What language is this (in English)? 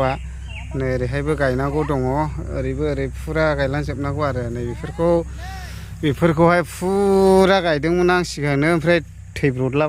Bodo